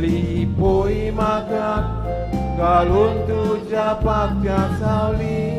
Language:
Konkani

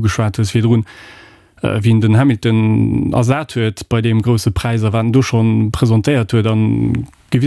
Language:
Luxembourgish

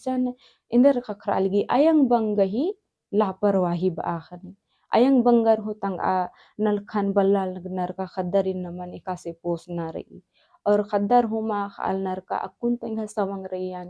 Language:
Kurukh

